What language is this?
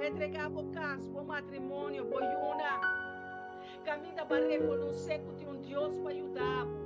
Papiamento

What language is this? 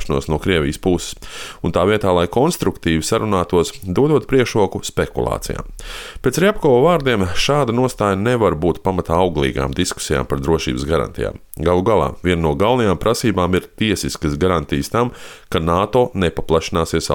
Latvian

